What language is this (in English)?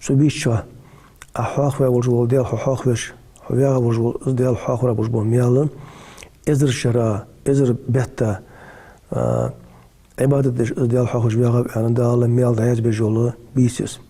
Ingush